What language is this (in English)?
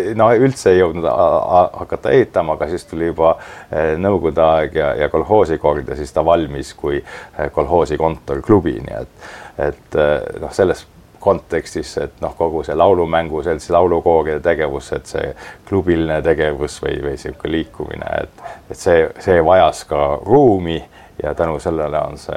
Estonian